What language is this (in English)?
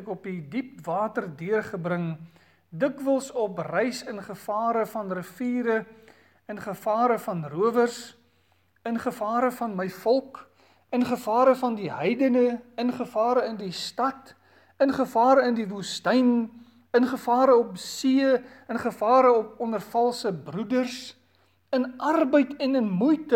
Afrikaans